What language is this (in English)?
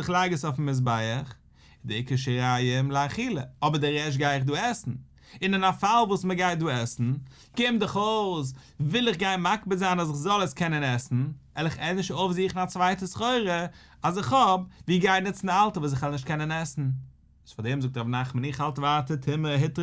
Yiddish